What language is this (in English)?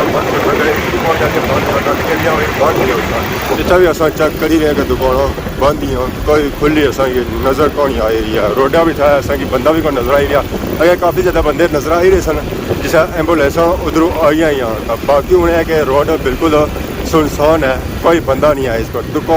Pahari-Potwari